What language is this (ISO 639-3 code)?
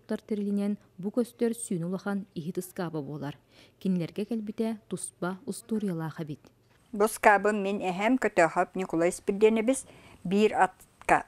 sah